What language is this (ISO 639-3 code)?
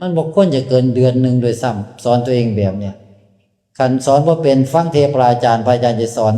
tts